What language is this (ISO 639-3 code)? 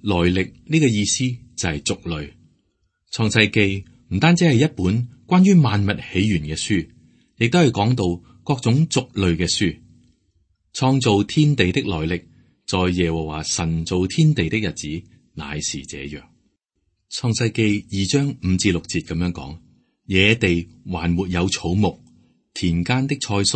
yue